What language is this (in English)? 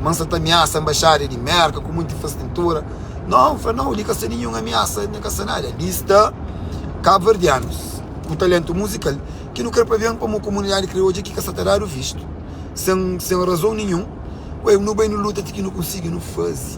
Kabuverdianu